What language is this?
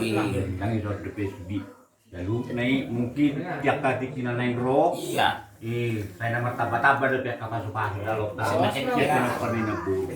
Batak Toba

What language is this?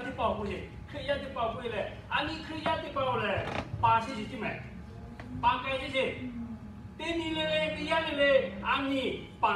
Lahu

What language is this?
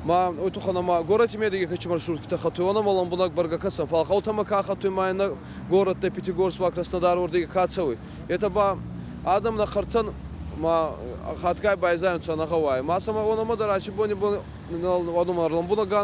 Ossetic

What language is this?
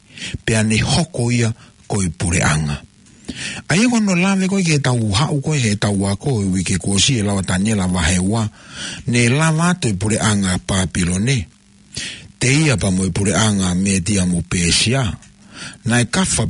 Tongan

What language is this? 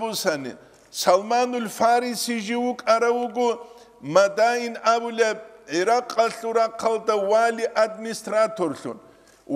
Avaric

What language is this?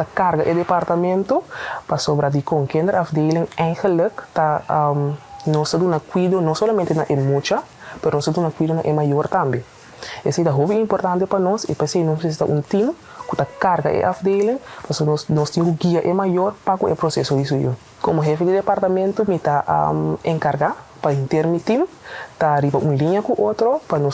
Papiamento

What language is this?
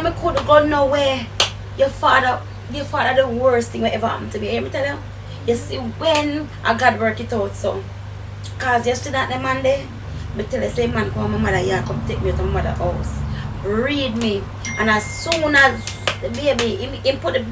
Jamaican Creole English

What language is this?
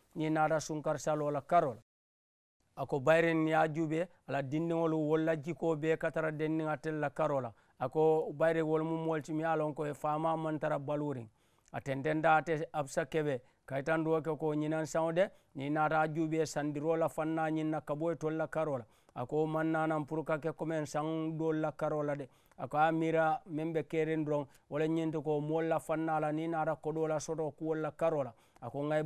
Mandingo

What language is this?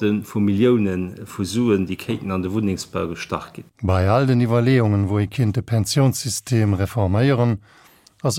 Luxembourgish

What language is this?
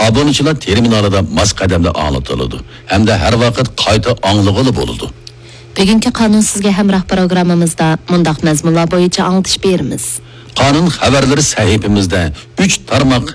Uyghur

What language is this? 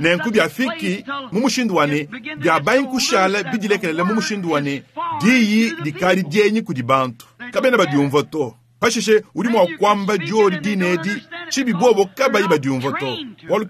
Luba-Lulua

